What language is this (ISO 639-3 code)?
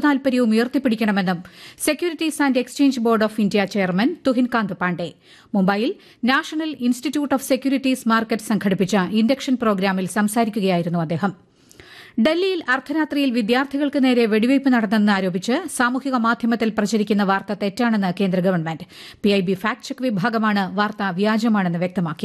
mal